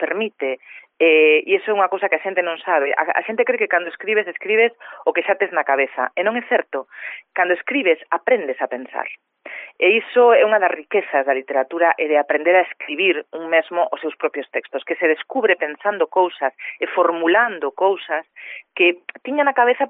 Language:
Galician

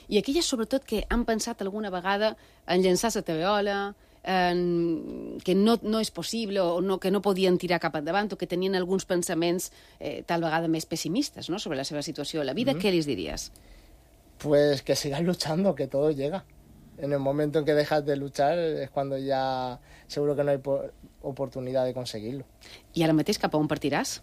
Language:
Catalan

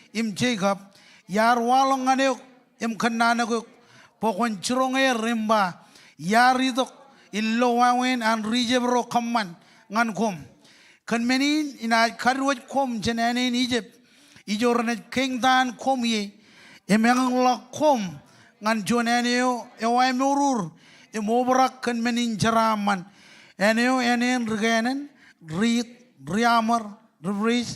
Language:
Marshallese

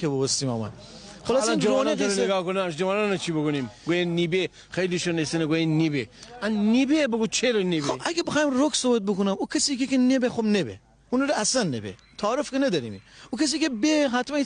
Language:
Gilaki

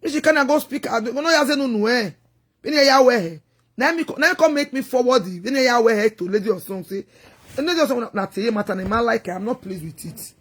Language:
Nigerian Pidgin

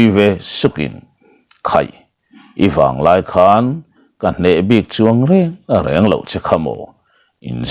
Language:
Mizo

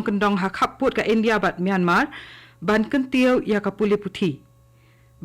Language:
Khasi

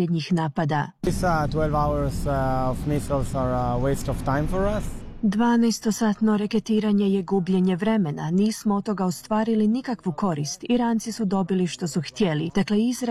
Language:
Croatian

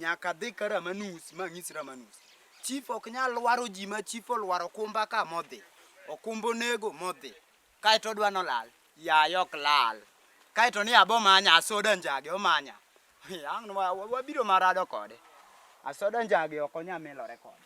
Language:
Luo (Kenya and Tanzania)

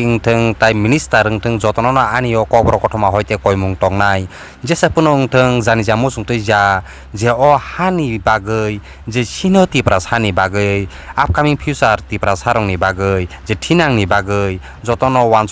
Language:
Kok Borok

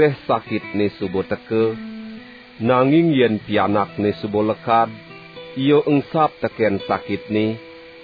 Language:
Balinese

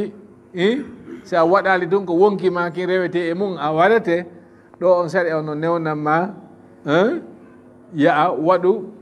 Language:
Fula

